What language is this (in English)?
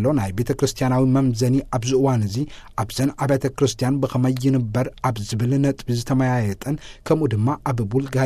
Tigrinya